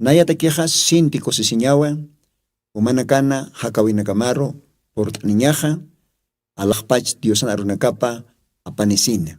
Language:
Aymara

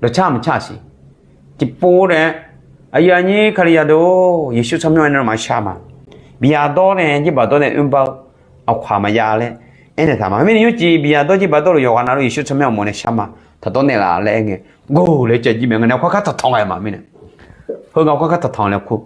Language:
Akha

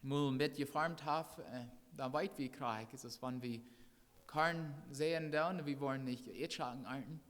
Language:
Plautdietsch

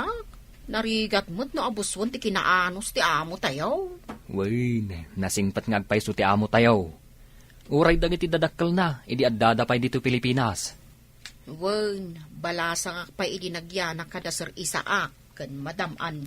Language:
Iloko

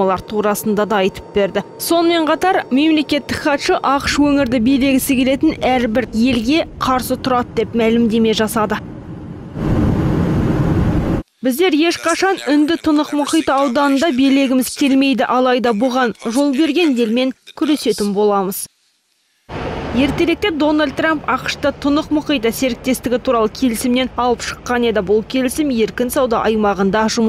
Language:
Kazakh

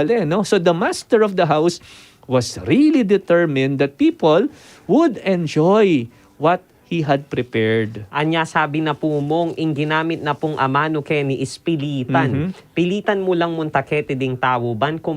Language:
Pampanga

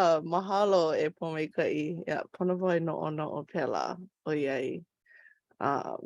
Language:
Hawaiian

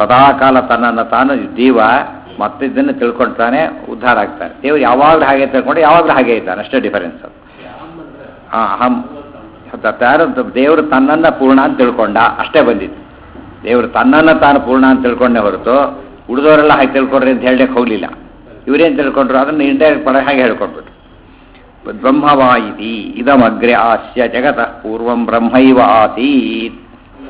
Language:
Kannada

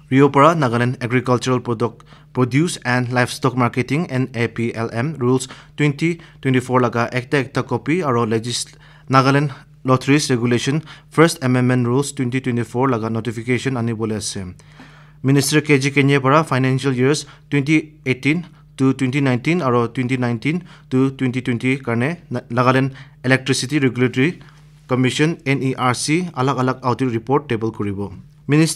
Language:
Naga Pidgin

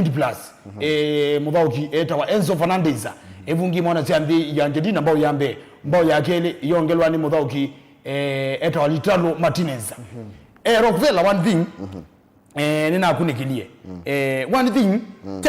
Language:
Kamba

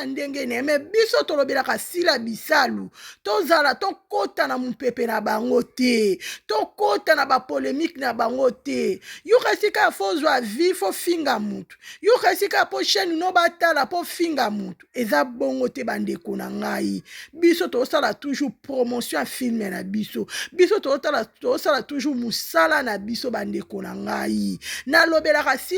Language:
Lingala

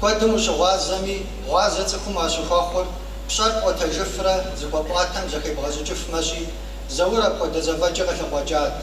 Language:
Kabardian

